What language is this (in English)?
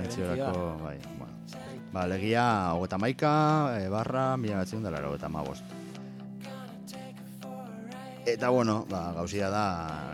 Basque